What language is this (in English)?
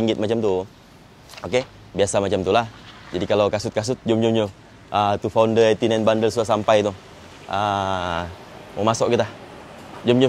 Malay